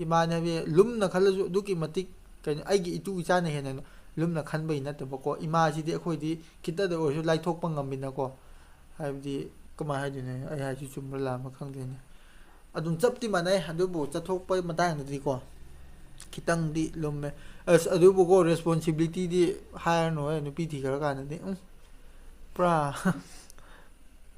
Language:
Manipuri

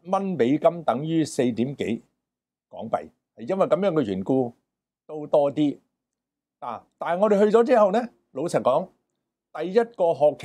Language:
Cantonese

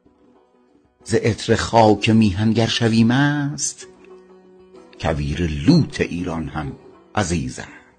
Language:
Persian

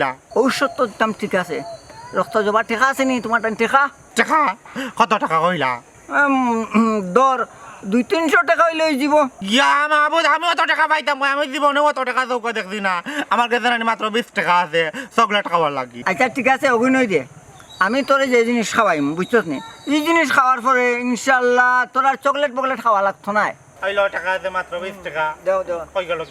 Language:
Sylheti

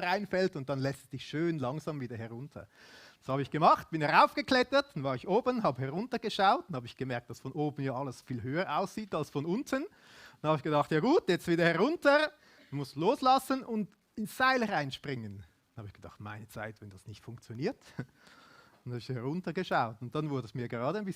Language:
Swiss German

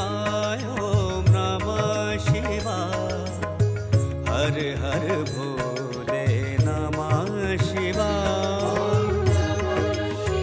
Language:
Hindi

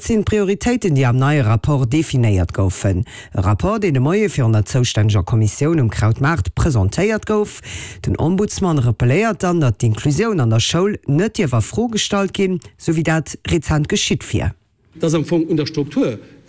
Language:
Luxembourgish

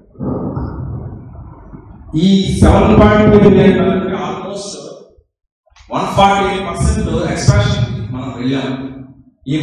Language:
Telugu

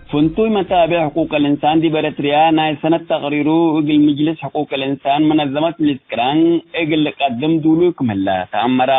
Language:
Tigre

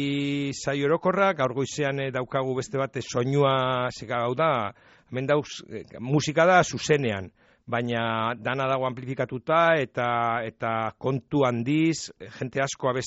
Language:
Basque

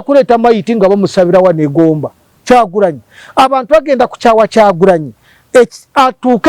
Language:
Ganda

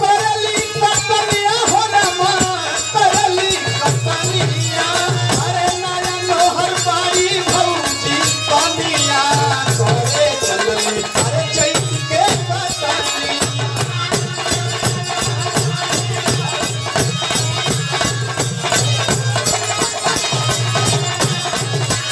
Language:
Bhojpuri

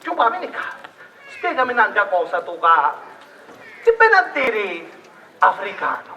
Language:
Sicilian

